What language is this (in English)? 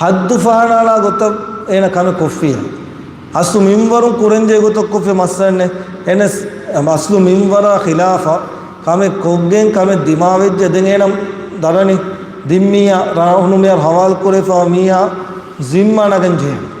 Divehi